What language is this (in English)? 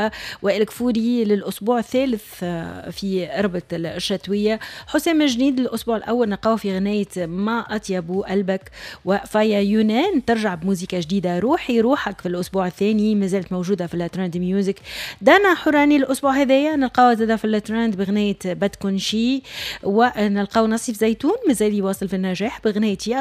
Tunisian Arabic